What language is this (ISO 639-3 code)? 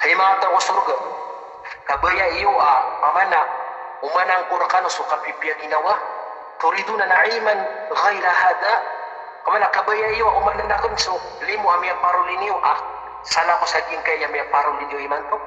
mrw